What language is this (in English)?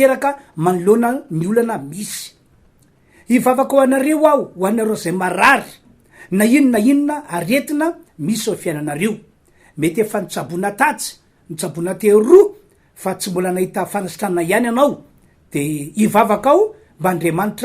Malagasy